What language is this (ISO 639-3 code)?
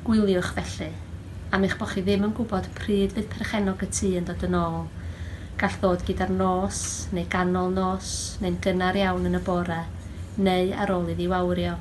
cym